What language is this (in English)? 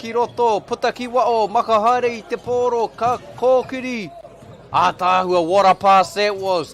Māori